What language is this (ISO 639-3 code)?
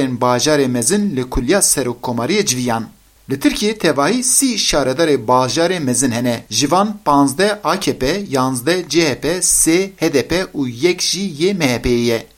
kur